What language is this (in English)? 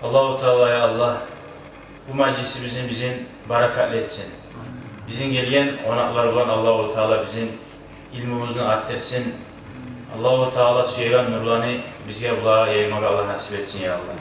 Kumyk